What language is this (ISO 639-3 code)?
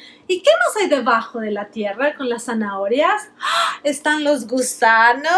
spa